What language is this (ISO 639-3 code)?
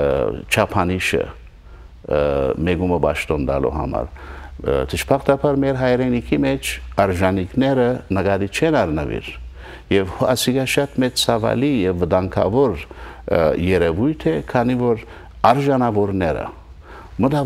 hyw